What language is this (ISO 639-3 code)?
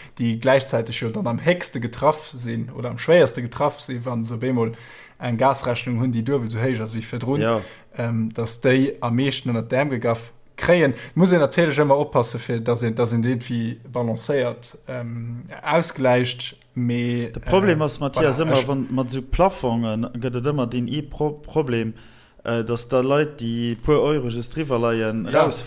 ltz